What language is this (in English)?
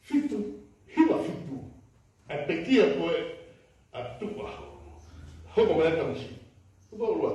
Tongan